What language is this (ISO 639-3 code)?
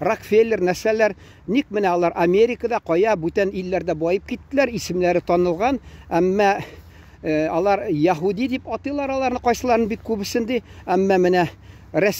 tat